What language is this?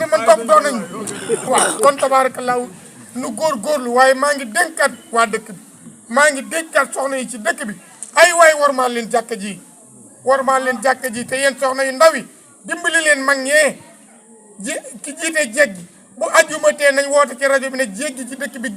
Wolof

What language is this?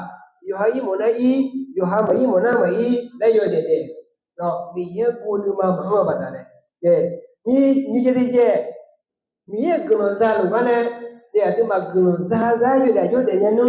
Akha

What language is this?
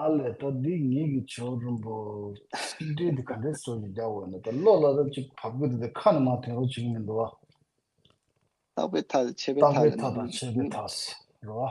Tibetan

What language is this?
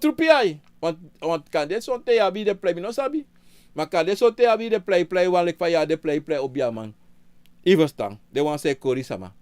Sranan Tongo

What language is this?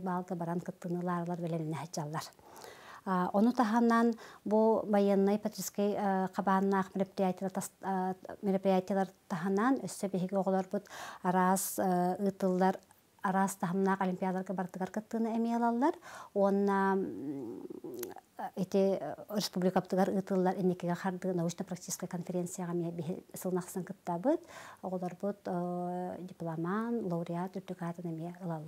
Yakut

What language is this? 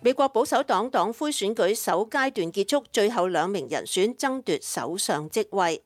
Cantonese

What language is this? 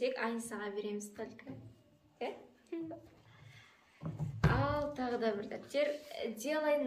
Kazakh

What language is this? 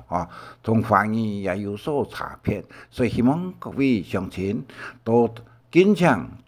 Hakka Chinese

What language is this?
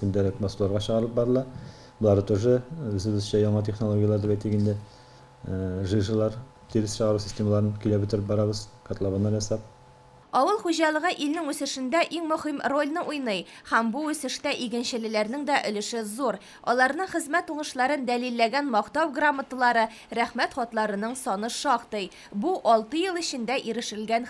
Tatar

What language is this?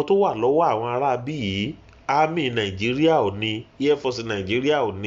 Yoruba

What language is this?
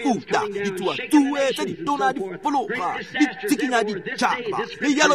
Tswana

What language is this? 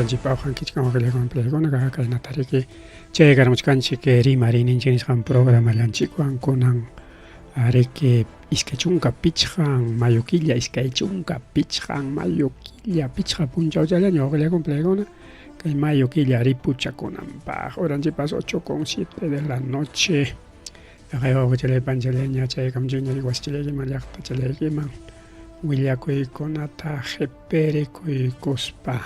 Ayacucho Quechua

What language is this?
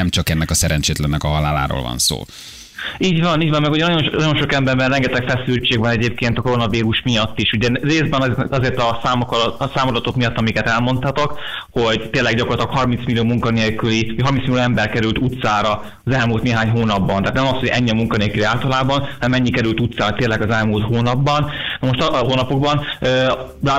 Hungarian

